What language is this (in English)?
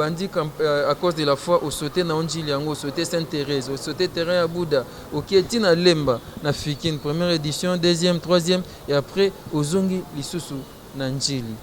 Lingala